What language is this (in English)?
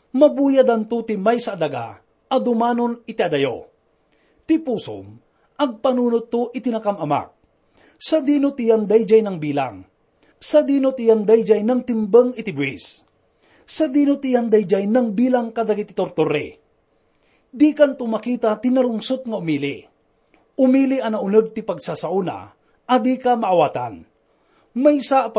Iloko